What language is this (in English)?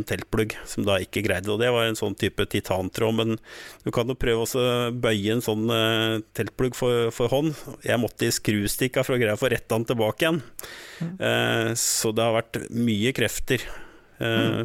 Norwegian